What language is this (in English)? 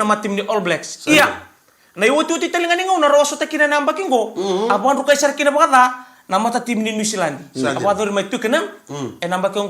Fijian